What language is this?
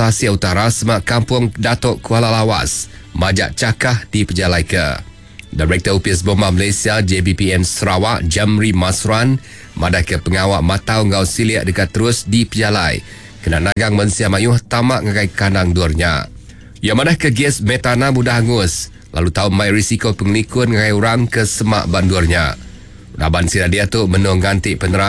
Iban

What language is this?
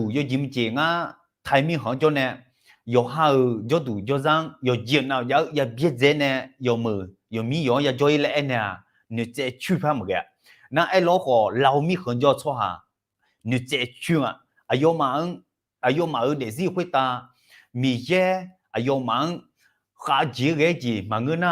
Akha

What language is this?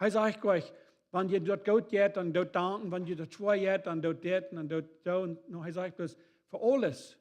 Plautdietsch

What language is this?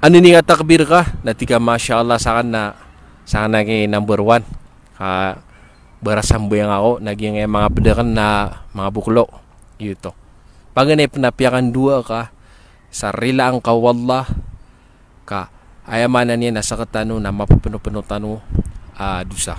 Maranao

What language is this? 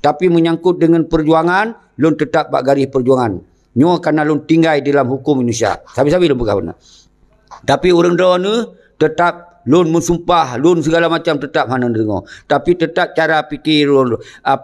Achinese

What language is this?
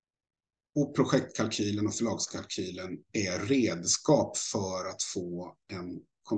Swedish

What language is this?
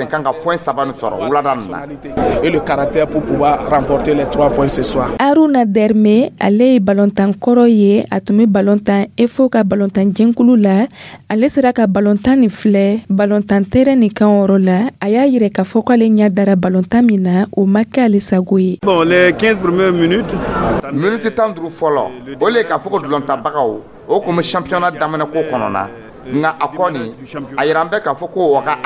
Dyula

